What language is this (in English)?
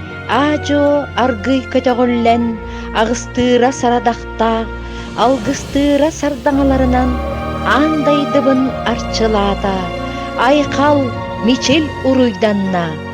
Yakut